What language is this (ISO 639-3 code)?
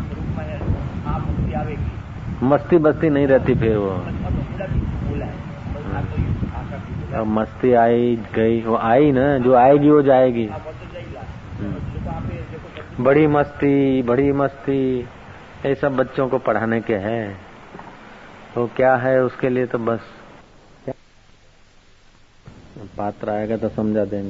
hin